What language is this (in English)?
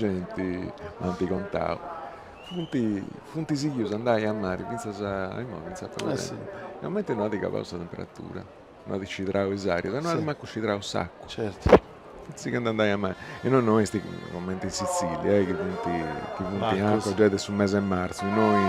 Sardinian